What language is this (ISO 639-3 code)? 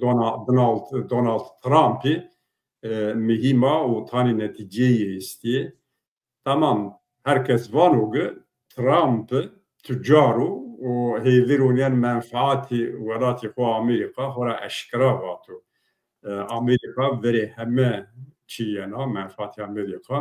zza